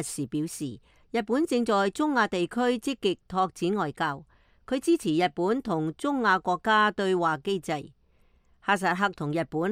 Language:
Cantonese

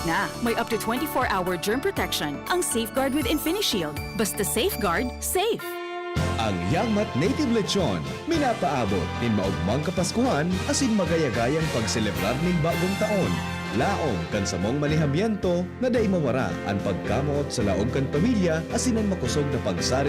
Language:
Bikol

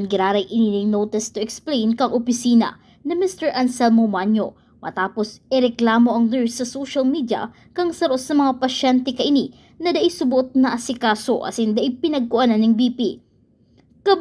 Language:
Bikol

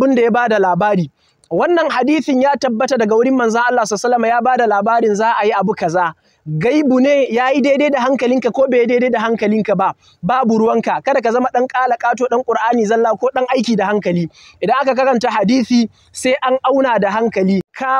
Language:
Hausa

